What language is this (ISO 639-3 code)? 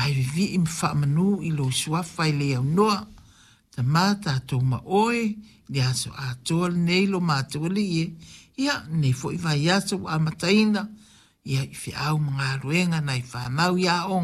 smo